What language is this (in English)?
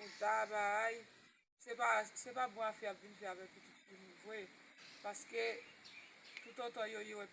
Haitian Creole